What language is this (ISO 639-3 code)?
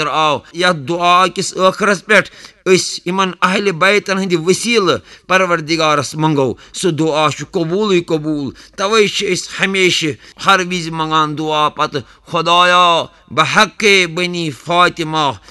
kas